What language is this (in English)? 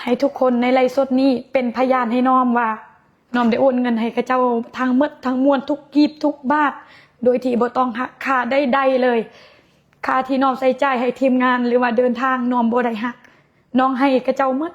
Lao